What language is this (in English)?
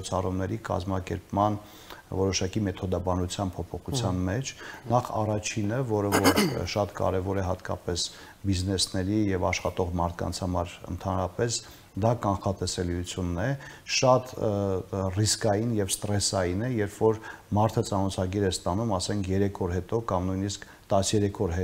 Armenian